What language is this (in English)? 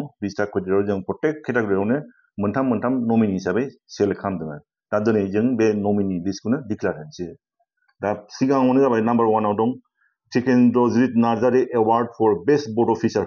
Bodo